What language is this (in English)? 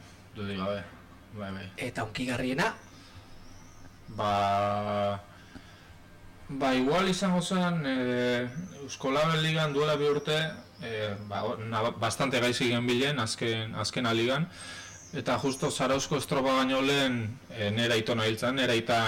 Basque